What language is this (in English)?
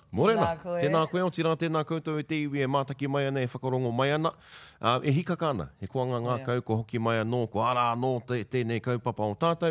Māori